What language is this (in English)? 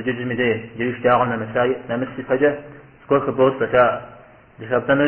Kabardian